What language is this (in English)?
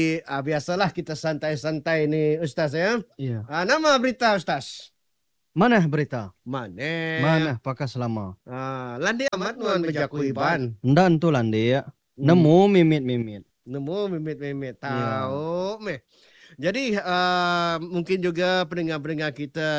Iban